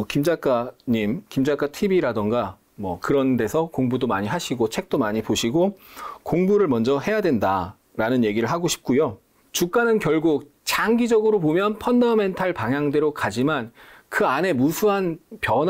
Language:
Korean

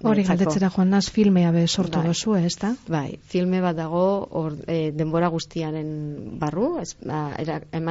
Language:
Basque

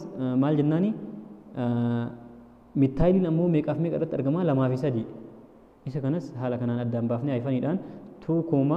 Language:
Oromo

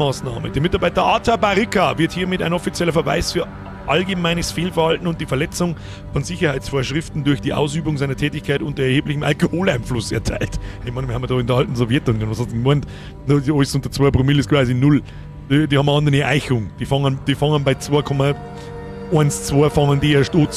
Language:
Bavarian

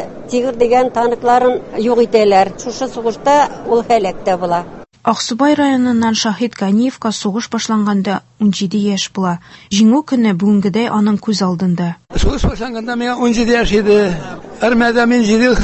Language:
Tatar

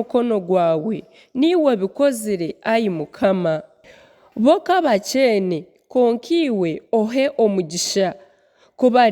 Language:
Nyankole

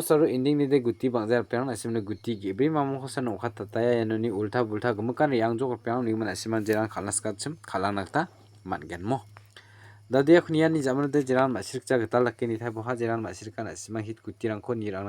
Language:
Garo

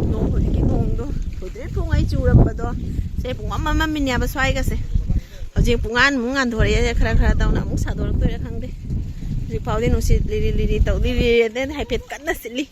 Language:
Manipuri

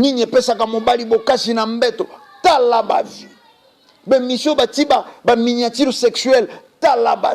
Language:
Lingala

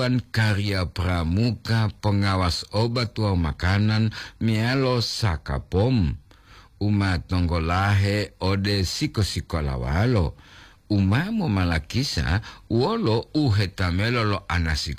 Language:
Gorontalo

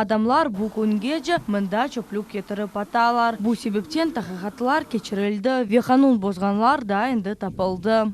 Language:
Crimean Tatar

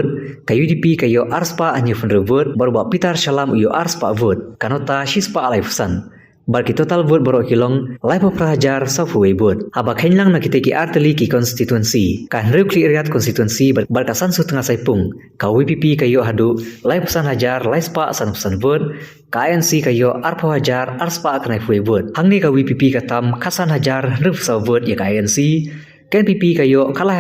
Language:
Khasi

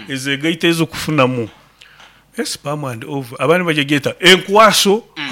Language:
Nyoro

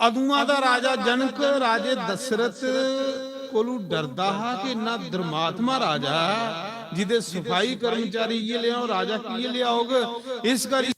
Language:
Dogri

